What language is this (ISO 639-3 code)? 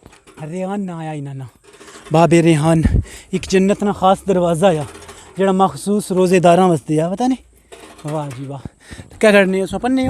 phr